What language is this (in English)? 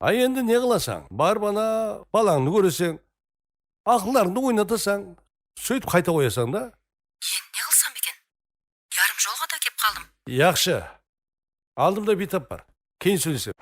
Kara-Kalpak